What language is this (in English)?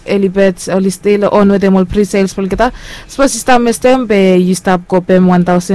Bislama